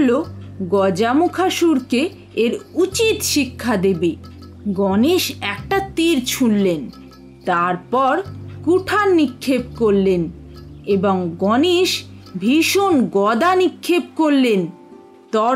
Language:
Bangla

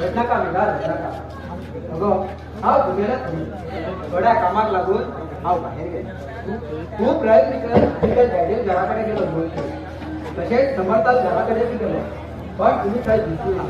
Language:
Konkani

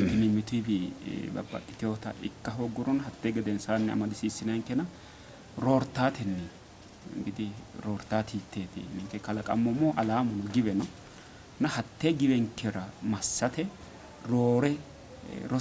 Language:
Sidamo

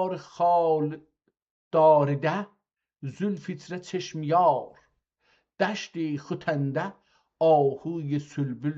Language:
South Azerbaijani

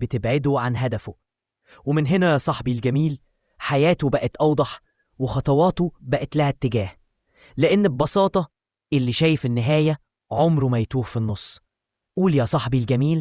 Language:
Egyptian Arabic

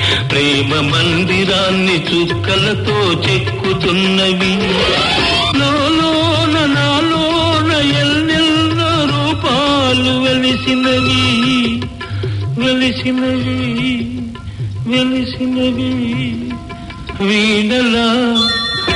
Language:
Telugu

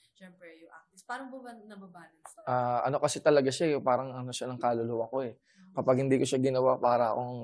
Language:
Filipino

